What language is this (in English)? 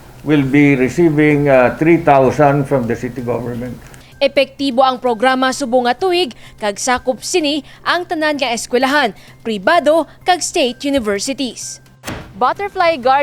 Hiligaynon